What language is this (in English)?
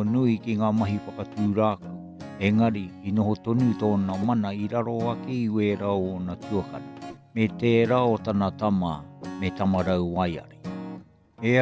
Māori